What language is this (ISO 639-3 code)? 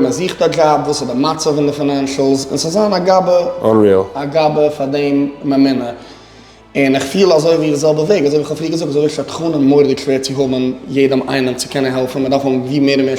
yid